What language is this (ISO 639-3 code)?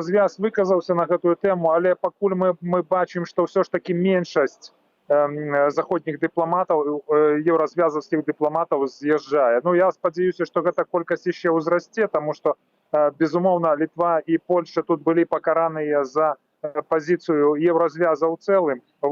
bel